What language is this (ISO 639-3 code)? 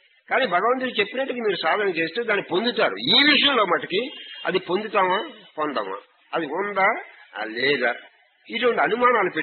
tel